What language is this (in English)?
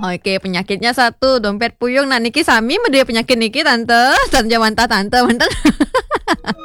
Balinese